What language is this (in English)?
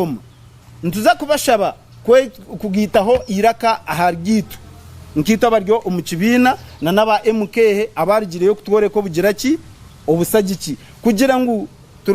Nyankole